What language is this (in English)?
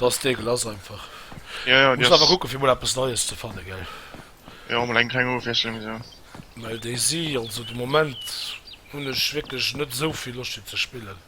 Luxembourgish